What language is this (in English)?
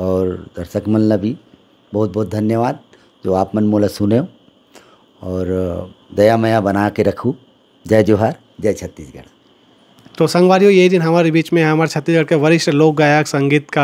Chhattisgarhi